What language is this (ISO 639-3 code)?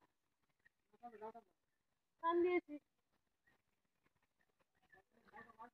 ben